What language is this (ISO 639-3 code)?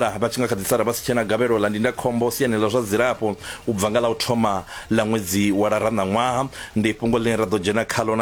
ven